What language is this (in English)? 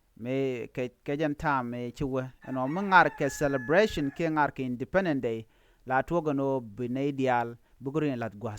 Nuer